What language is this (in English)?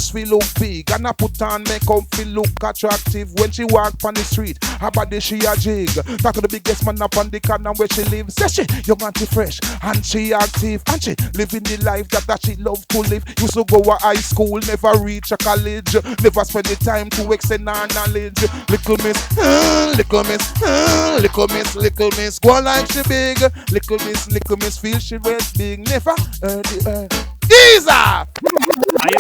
Jamaican Creole English